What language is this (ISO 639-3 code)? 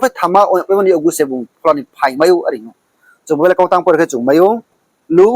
ria